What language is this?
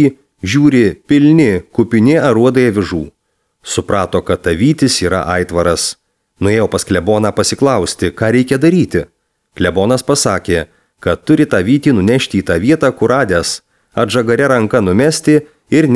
Lithuanian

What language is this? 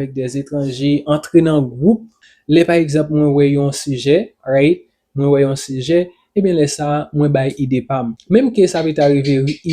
Haitian Creole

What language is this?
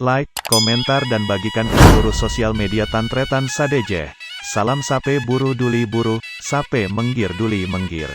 Madurese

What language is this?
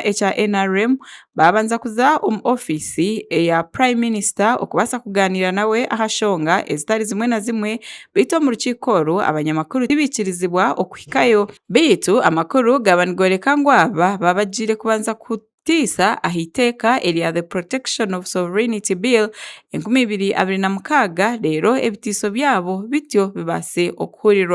Nyankole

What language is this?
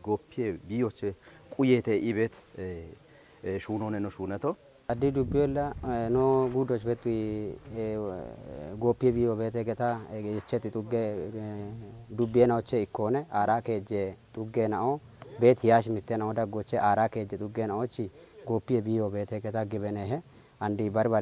Kafa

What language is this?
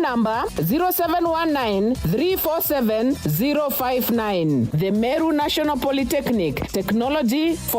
Meru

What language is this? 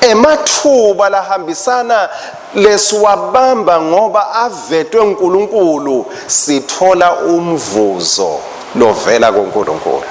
Swati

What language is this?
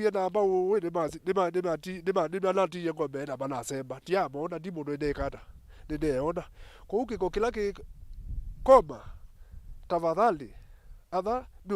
Kamba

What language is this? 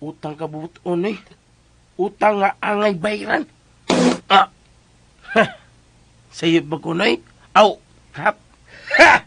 Cebuano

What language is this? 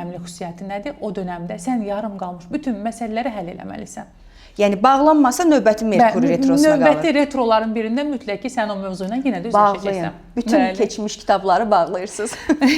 Azerbaijani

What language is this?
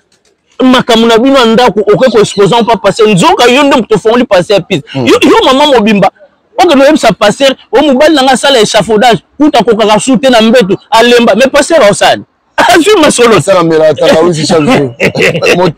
Lingala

